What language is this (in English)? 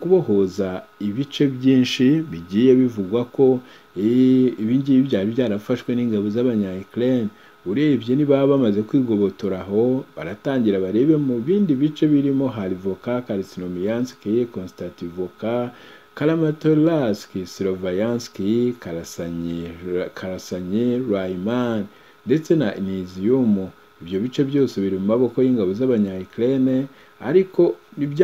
Kinyarwanda